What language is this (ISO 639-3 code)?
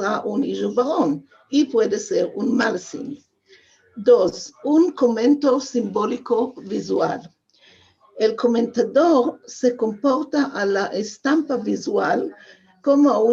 lad